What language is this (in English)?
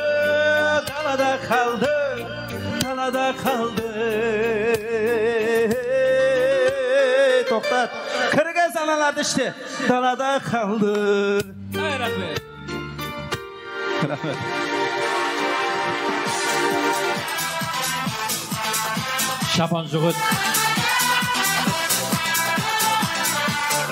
Kazakh